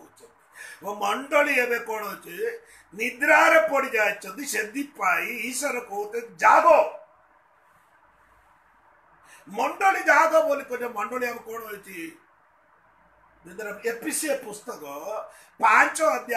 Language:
Odia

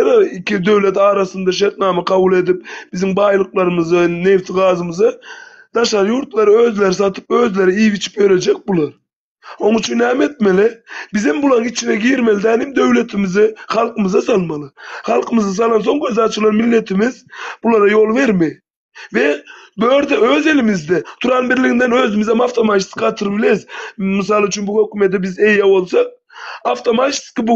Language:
Turkmen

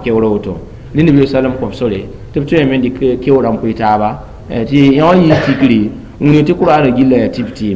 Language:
Mossi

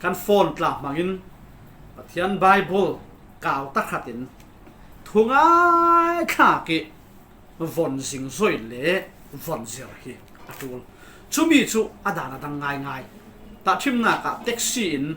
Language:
Falam Chin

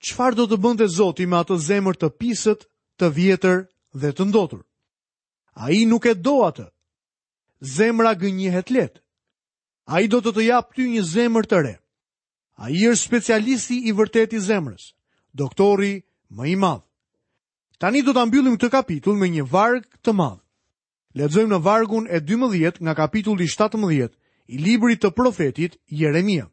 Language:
Albanian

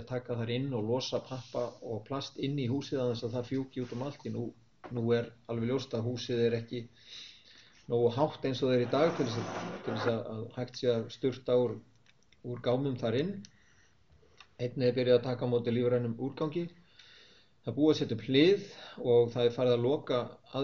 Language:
Icelandic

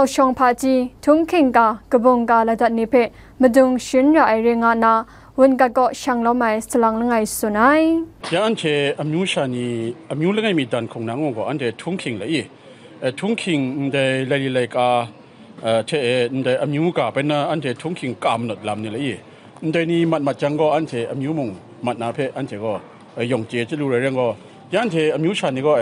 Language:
Kachin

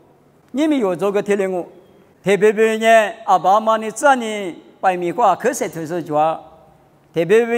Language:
Lisu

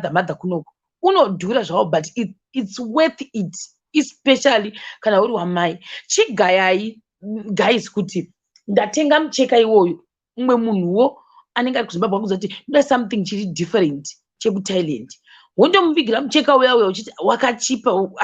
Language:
Shona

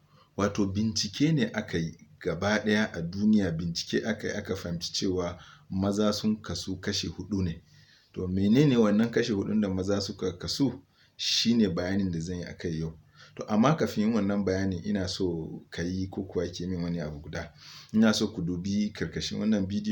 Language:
Hausa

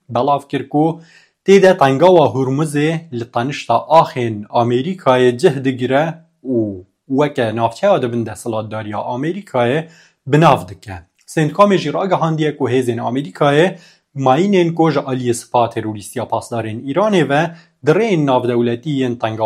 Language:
Kurdish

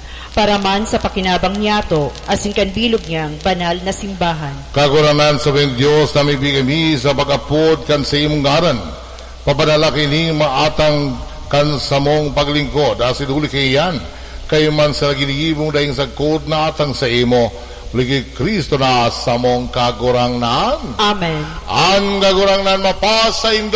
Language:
Bikol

